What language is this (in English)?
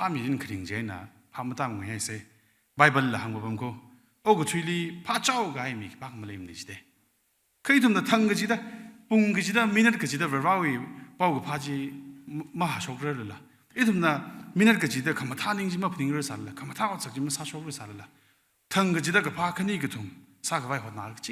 Tangkhul Naga (India)